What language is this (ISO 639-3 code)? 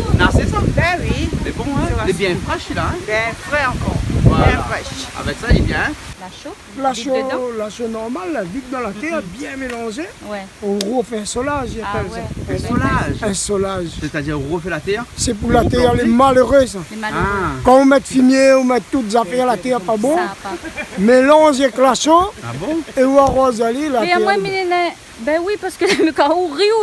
rcf